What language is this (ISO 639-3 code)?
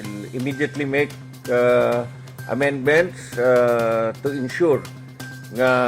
hil